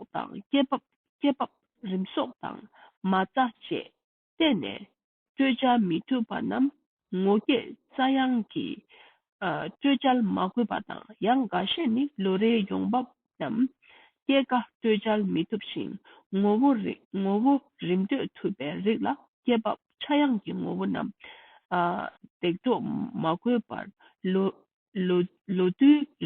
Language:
Tibetan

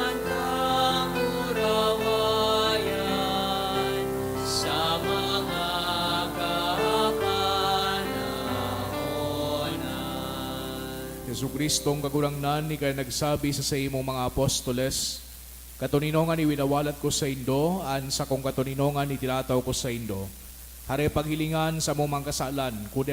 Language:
Bikol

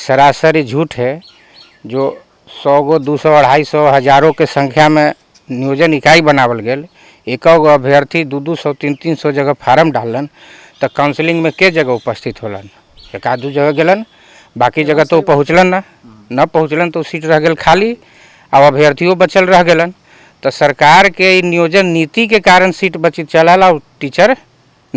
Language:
Magahi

